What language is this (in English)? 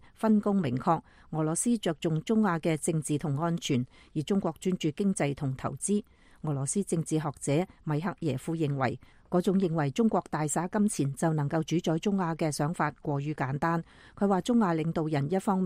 Cantonese